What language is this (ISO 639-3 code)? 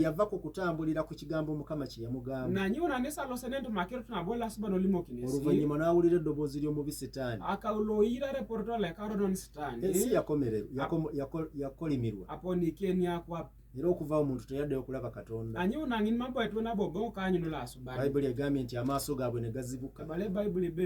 lug